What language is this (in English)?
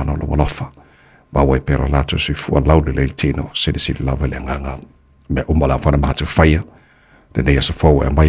Samoan